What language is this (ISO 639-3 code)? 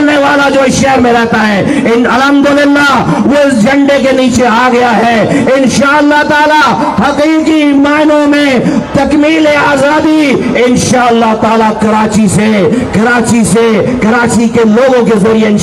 urd